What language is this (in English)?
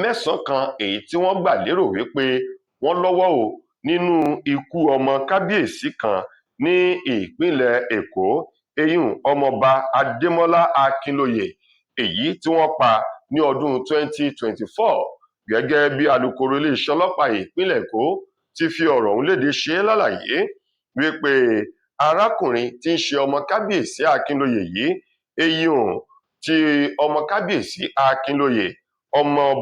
Yoruba